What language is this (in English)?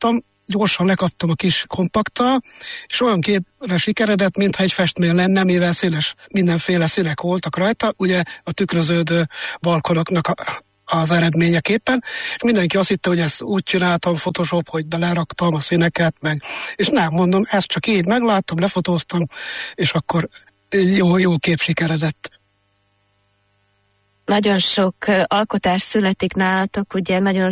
Hungarian